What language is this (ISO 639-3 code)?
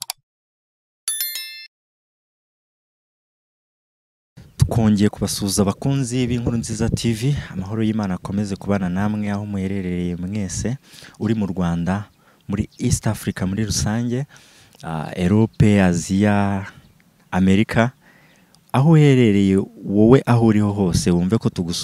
kin